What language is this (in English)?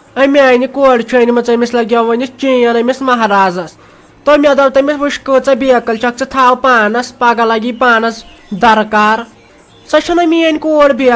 Kashmiri